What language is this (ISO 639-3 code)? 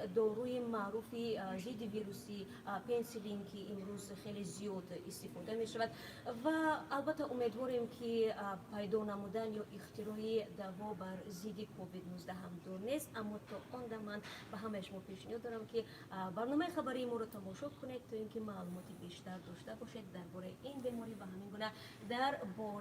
tgk